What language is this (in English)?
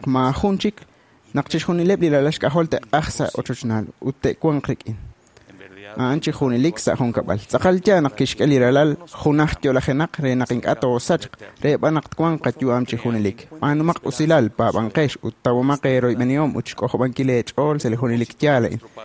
Kekchí